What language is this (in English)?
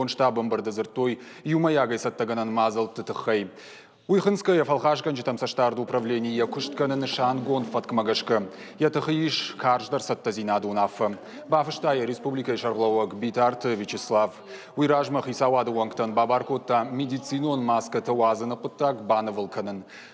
Ossetic